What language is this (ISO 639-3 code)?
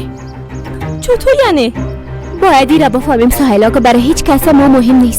fas